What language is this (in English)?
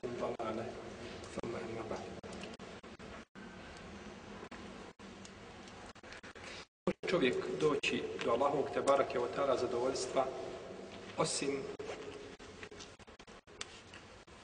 Bosnian